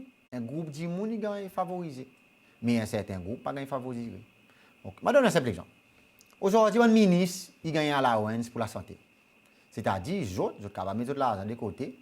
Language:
Seselwa Creole French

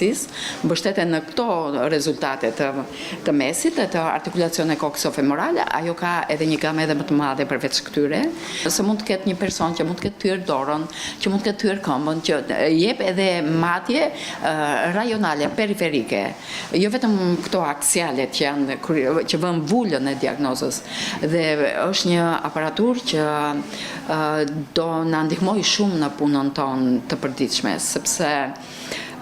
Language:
Albanian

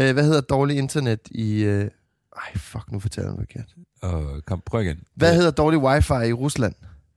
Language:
Danish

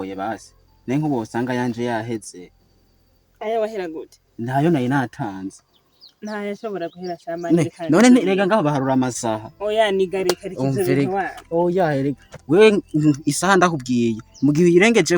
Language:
Rundi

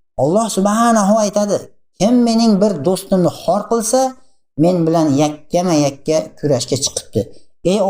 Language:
Uzbek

